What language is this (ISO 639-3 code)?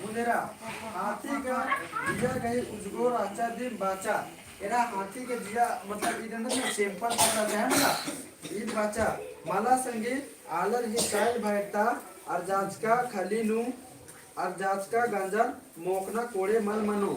kru